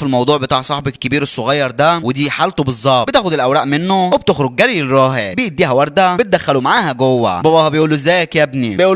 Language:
Egyptian Arabic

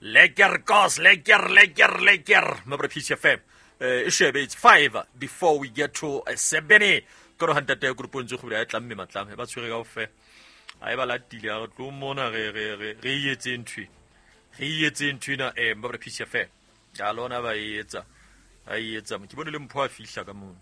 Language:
Southern Sotho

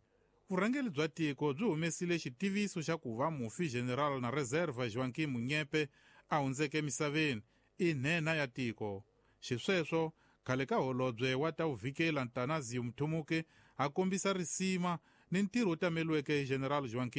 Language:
Tsonga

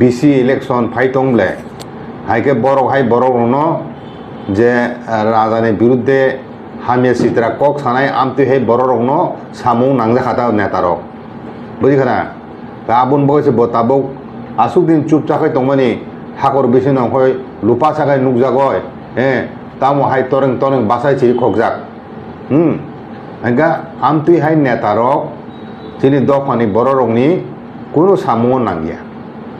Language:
Kok Borok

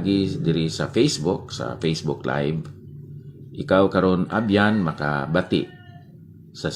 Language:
Hiligaynon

